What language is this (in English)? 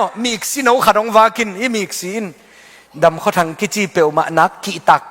Tedim Chin